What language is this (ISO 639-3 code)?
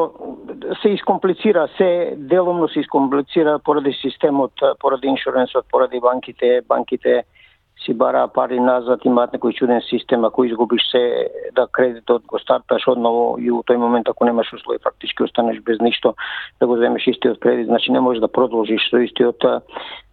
mkd